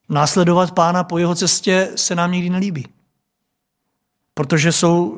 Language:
Czech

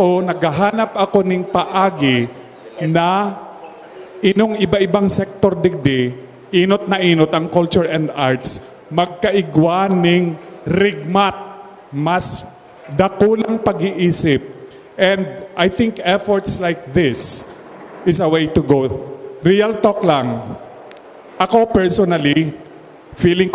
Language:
Bikol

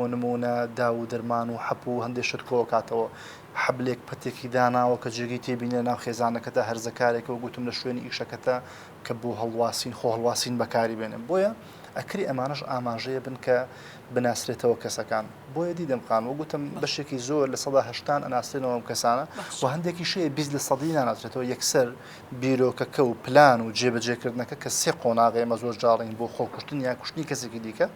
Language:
Central Kurdish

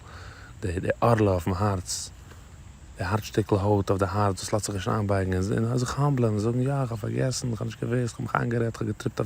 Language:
Yiddish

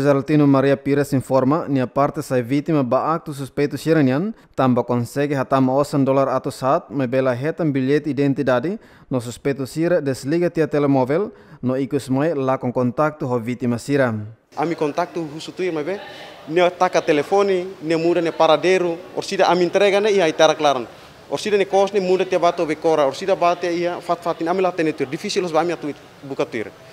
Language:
Tetum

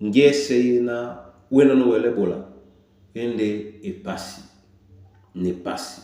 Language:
Duala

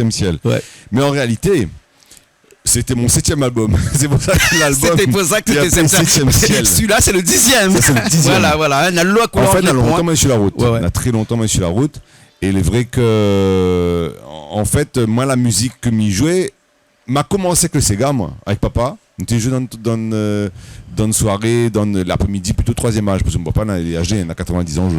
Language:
Réunion Creole French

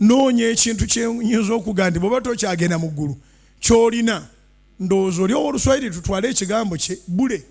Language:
Ganda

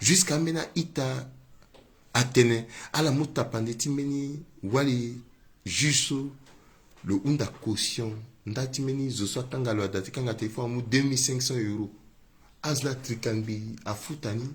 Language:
Sango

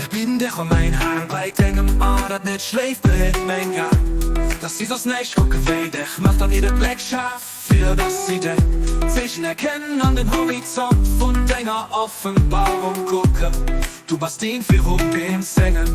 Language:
Luxembourgish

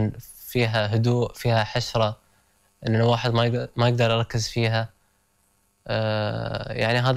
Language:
Gulf Arabic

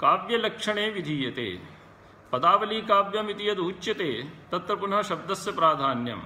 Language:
Sanskrit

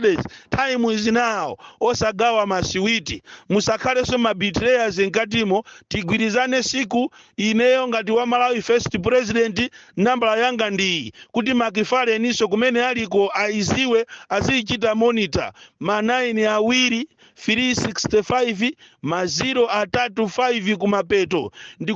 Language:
Nyanja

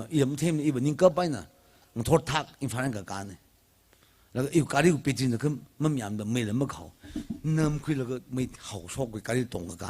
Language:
Tangkhul Naga (India)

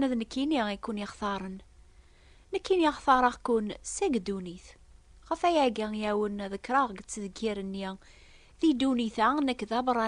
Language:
Kabyle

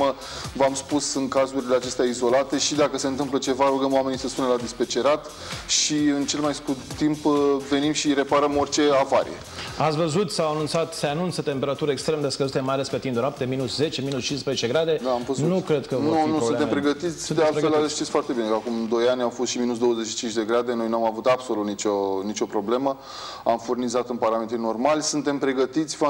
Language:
Romanian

